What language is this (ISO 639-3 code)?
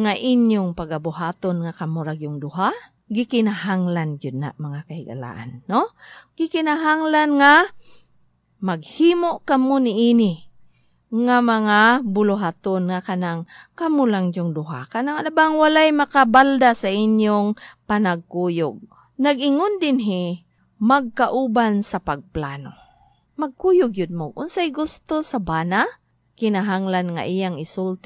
ceb